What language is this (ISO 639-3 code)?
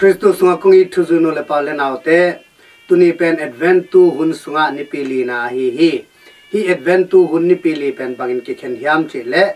ctd